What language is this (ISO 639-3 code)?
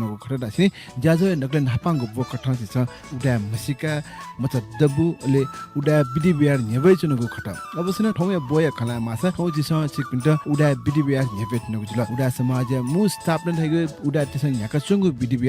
new